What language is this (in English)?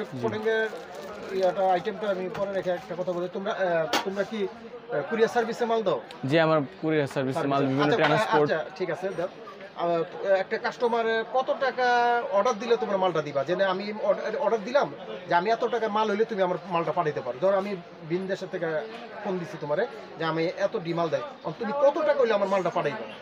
Bangla